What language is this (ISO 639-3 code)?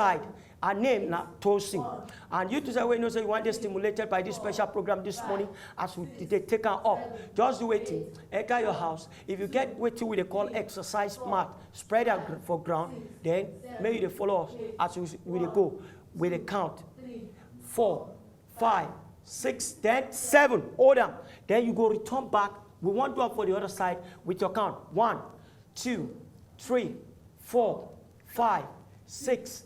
pcm